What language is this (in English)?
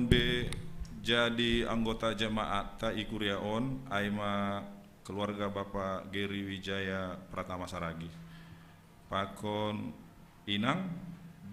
Batak Simalungun